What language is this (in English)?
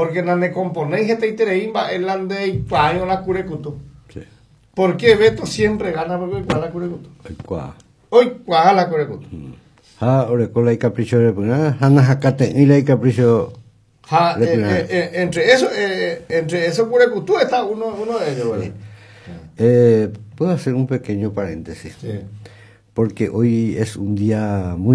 Guarani